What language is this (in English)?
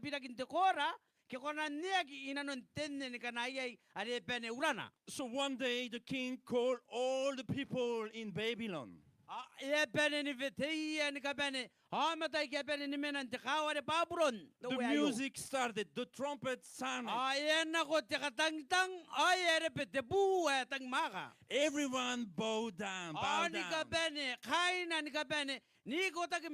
Gilbertese